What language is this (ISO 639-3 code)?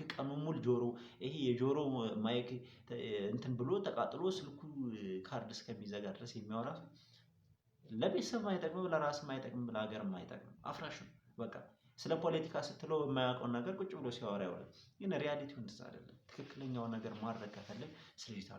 amh